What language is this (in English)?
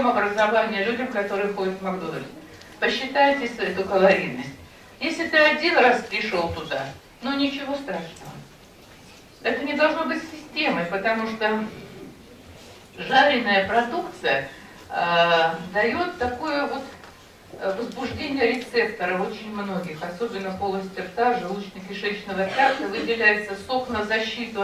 Russian